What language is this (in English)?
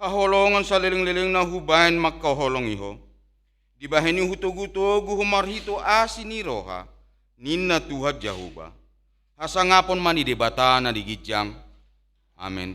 Batak Toba